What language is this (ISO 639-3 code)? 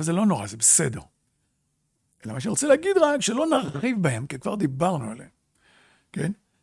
heb